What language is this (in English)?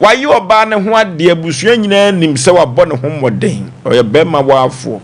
Akan